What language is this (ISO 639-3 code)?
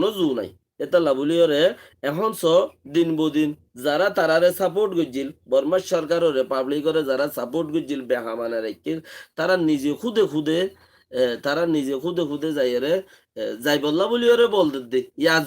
rhg